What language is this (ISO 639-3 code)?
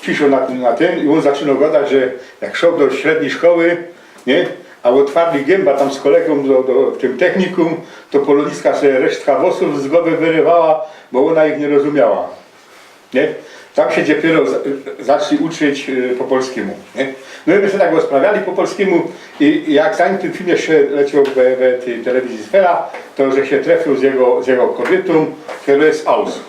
szl